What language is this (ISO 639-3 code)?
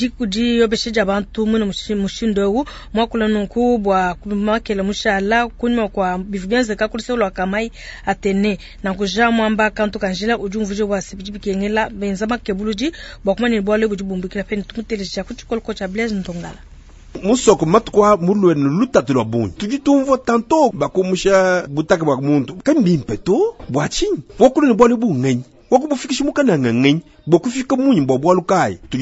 lua